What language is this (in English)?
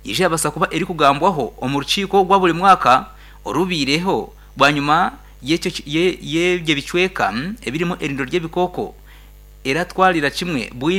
Nyankole